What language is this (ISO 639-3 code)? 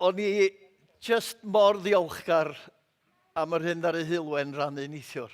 cym